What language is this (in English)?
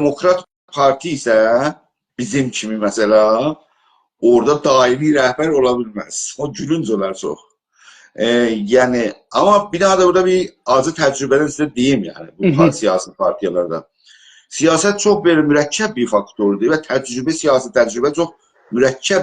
South Azerbaijani